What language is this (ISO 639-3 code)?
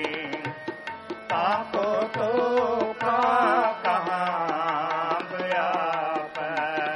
pan